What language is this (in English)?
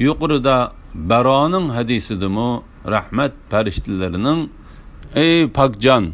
Uyghur